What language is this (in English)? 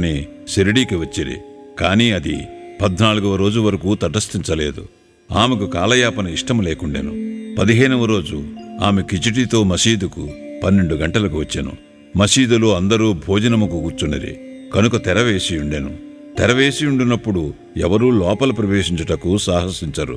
Telugu